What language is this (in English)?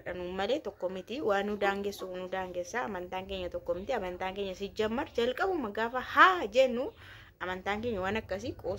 Oromo